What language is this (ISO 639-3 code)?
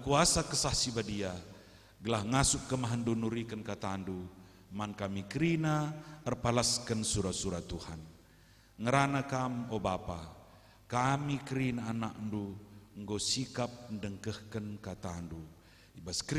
btx